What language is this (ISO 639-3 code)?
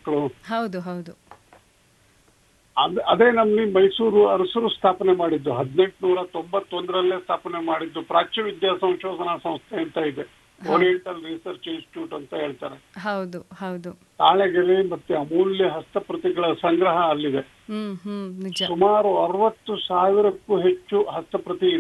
kan